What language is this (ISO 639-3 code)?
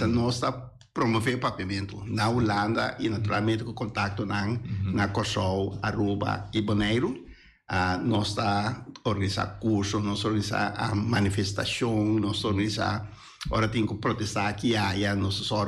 pap